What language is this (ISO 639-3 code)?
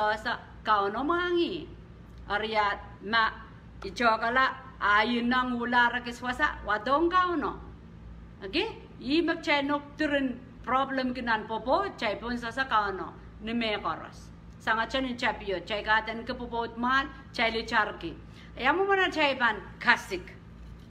pon